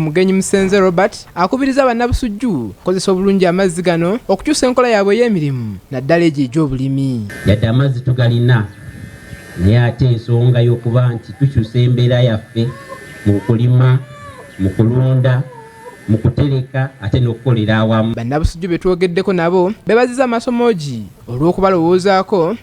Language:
Ganda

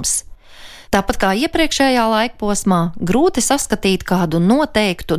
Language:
Latvian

